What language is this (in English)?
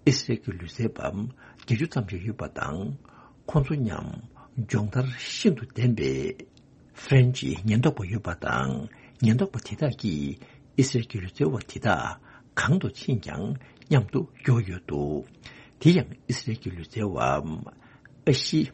Tibetan